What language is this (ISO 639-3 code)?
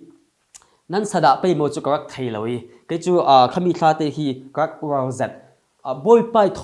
cfm